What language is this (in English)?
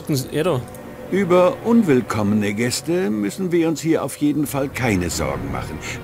Bavarian